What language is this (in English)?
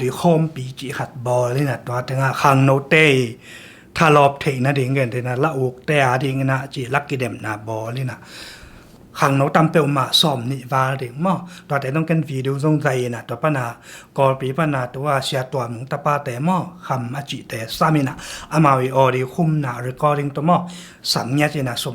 Tedim Chin